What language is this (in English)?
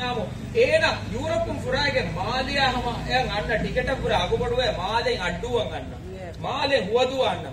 Divehi